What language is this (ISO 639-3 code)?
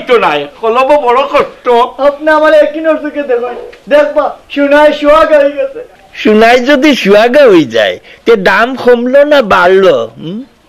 syl